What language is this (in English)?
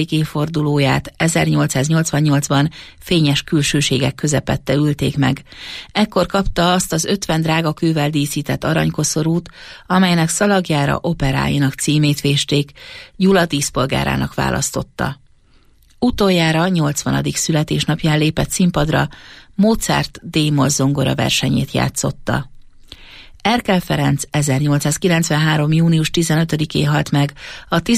Hungarian